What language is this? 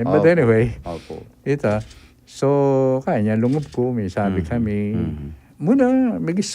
Pampanga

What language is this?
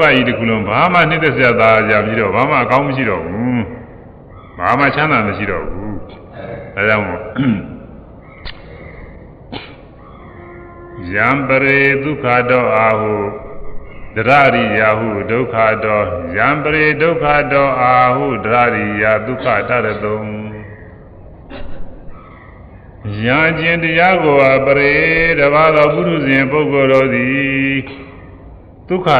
Burmese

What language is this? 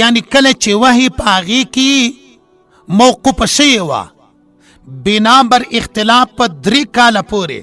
Pashto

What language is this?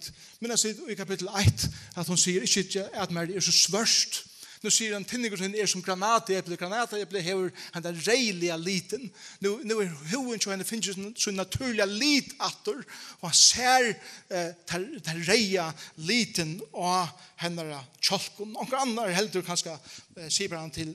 Faroese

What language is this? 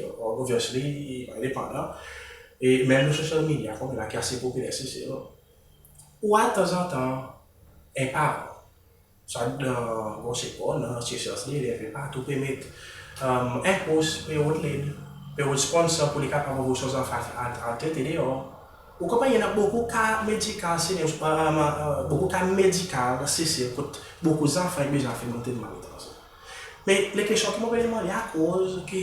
Seselwa Creole French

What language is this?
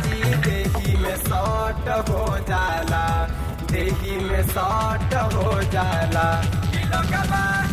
Bhojpuri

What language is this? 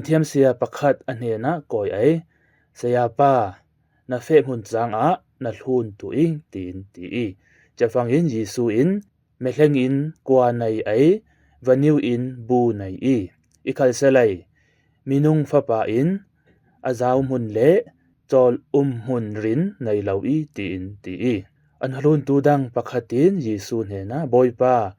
Falam Chin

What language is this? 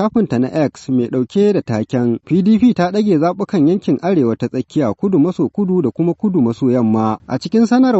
Hausa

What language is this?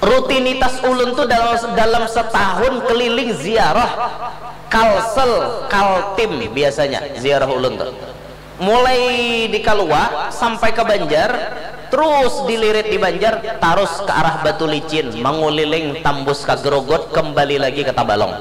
Banjar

